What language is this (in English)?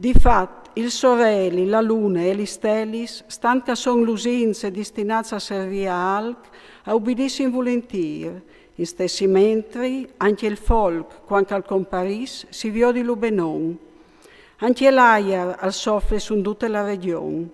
Friulian